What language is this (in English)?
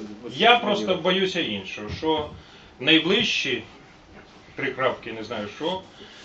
Ukrainian